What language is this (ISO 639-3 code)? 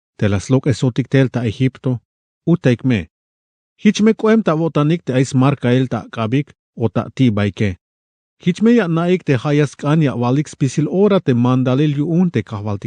tzh